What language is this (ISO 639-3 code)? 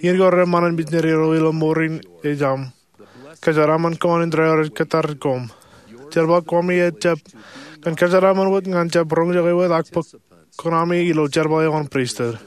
mah